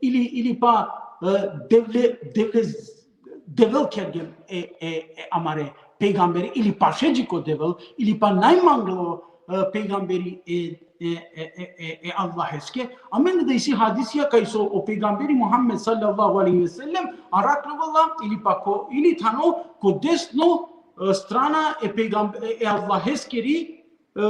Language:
Balkan Romani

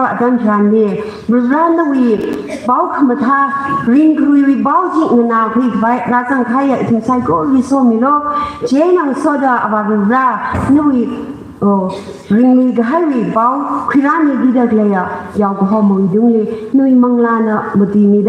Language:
Tangkhul Naga (India)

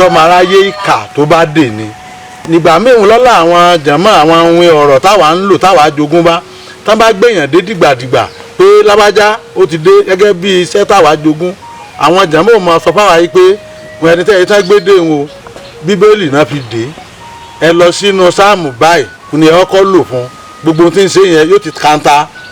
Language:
Yoruba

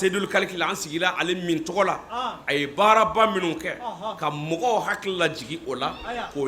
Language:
Bambara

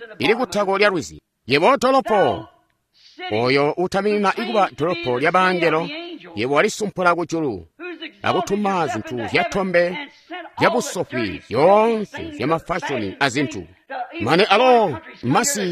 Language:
Tonga (Zambia)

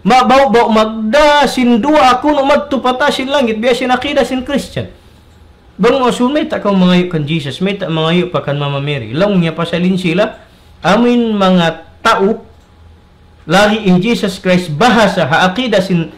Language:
Tausug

